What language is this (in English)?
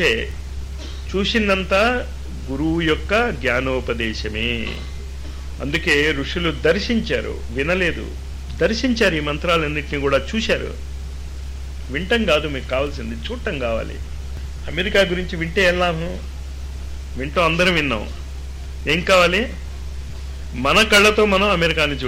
Telugu